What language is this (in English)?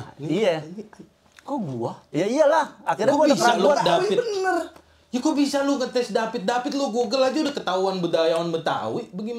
Betawi